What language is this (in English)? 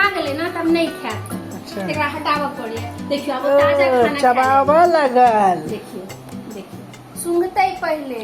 Maithili